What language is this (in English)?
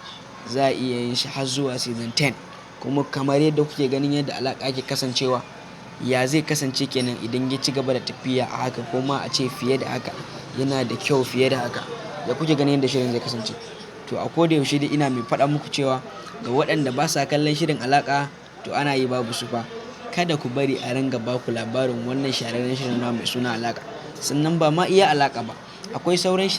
Hausa